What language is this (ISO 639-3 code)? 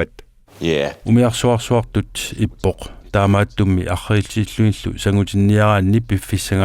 kal